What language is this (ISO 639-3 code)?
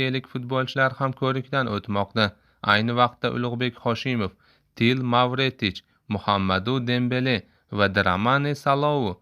uzb